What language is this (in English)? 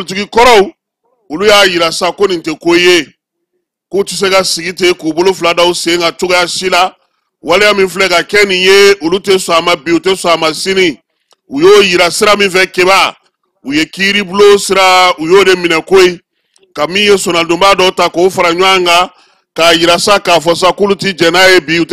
Bambara